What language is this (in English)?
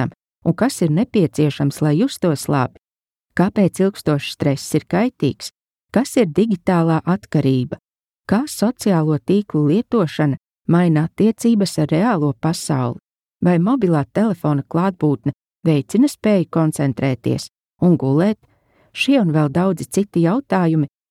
Latvian